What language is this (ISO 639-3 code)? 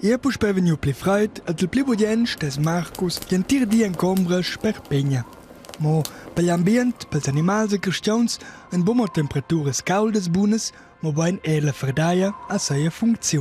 roh